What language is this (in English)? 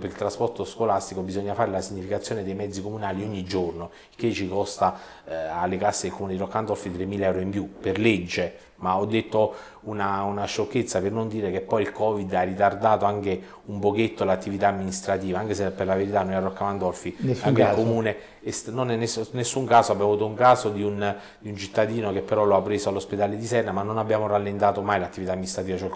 Italian